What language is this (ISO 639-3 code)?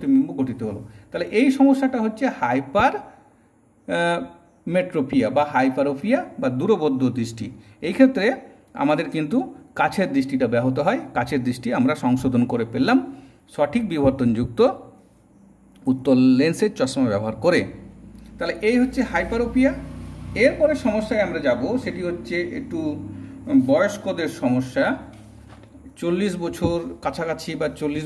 ben